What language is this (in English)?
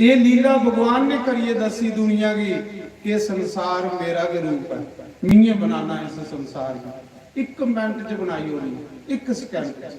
Dogri